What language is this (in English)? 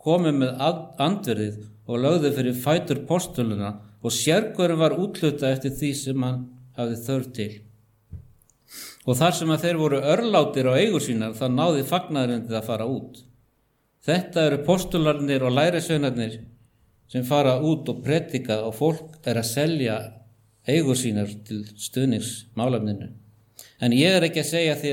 Icelandic